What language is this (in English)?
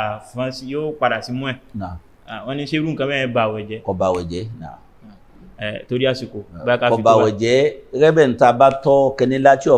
Yoruba